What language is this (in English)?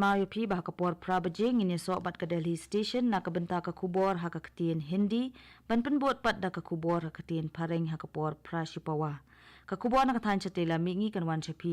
Khasi